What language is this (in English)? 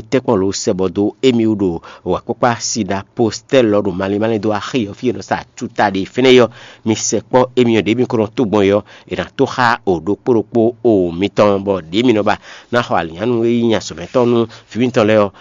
Fon